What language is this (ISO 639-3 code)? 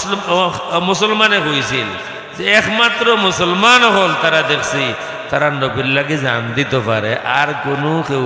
syl